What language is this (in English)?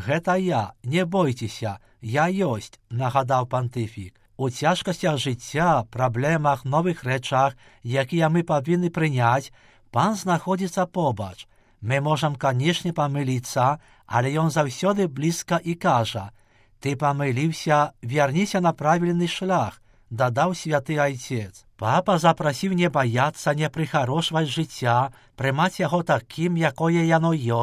Belarusian